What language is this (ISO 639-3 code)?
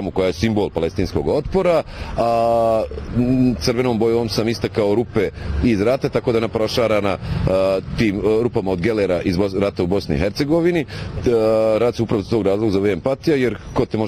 bos